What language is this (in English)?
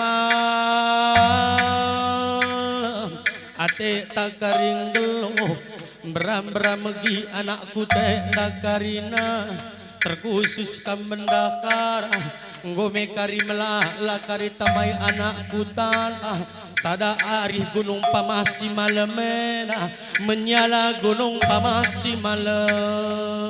Batak Karo